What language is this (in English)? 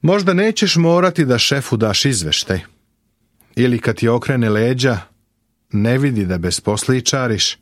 Serbian